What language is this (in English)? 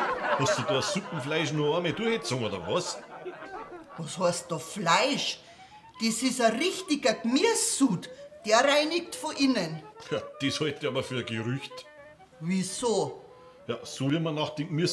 Bavarian